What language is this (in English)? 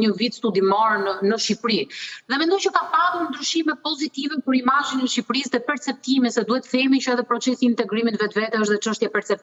Albanian